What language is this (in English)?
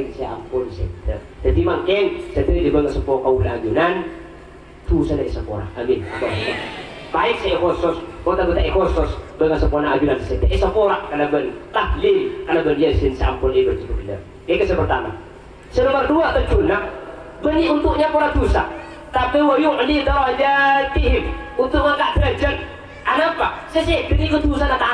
Madurese